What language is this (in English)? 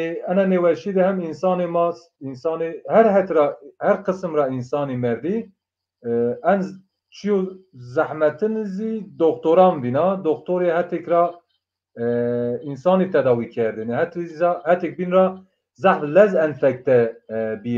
Zaza